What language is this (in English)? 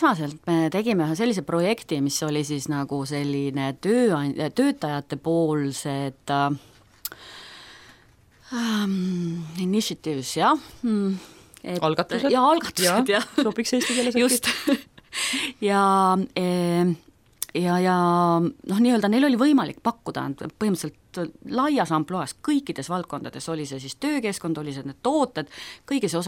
Estonian